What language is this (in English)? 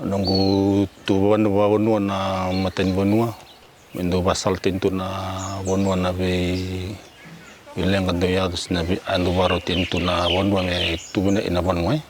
Fijian